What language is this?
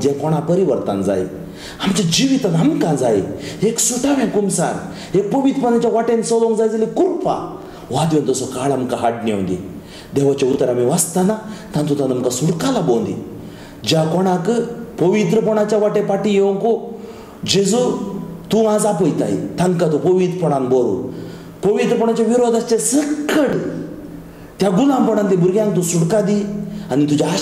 Konkani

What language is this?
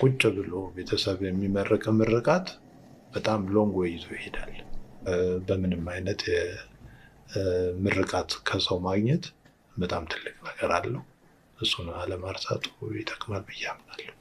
Amharic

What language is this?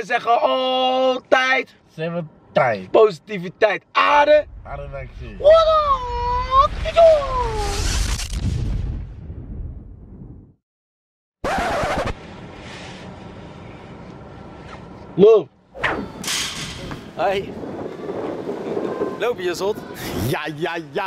Dutch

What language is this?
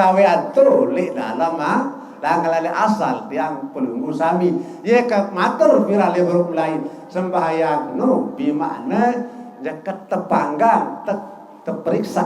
Sasak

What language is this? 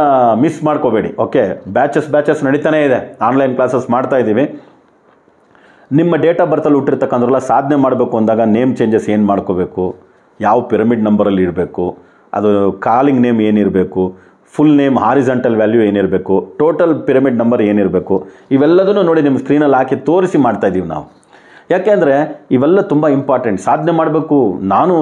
Kannada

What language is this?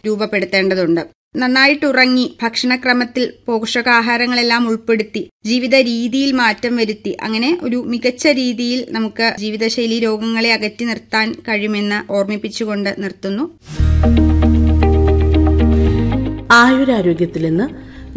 Malayalam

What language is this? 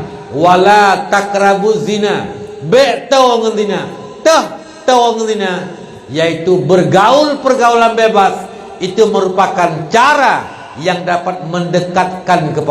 Achinese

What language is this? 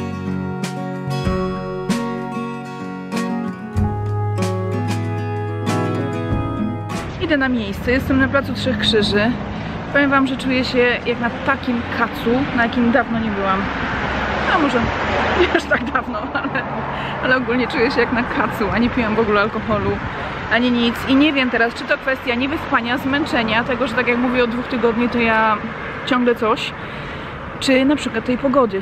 Polish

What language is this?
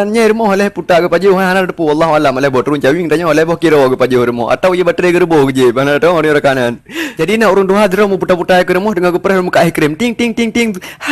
Achinese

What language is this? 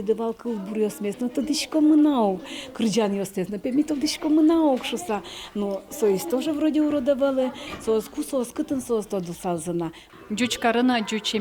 Udmurt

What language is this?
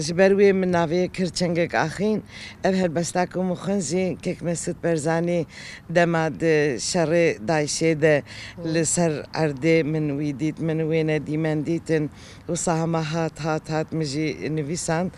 Kurdish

